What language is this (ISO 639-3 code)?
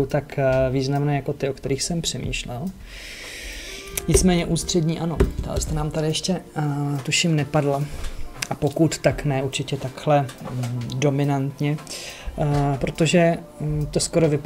ces